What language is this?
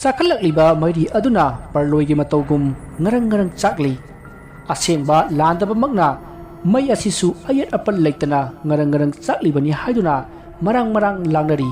Manipuri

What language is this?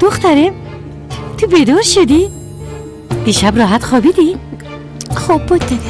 Persian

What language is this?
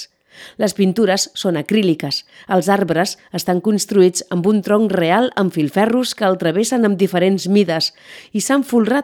Catalan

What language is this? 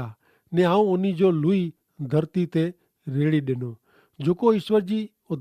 Kachhi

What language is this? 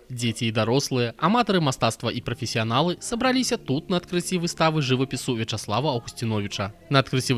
Belarusian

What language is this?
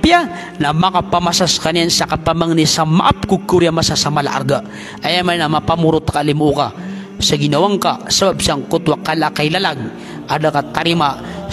Maranao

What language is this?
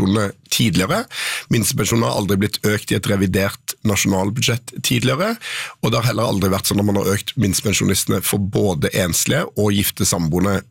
Norwegian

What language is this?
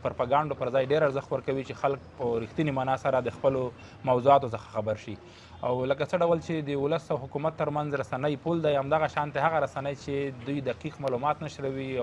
Pashto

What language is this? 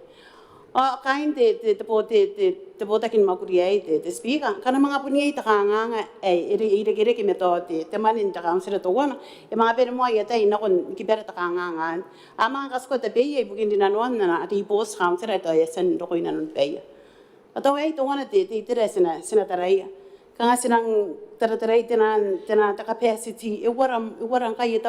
Gilbertese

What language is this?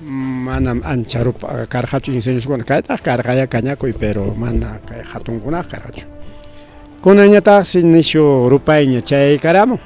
Ayacucho Quechua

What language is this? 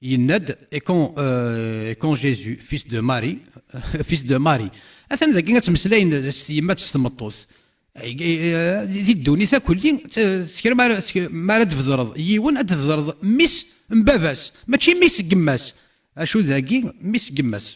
Kabyle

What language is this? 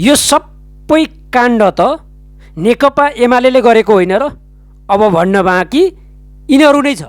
Nepali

